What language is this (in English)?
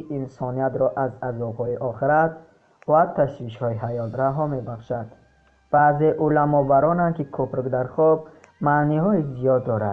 Tajik